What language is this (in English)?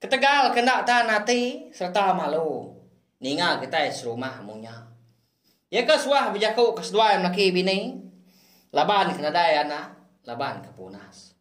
Iban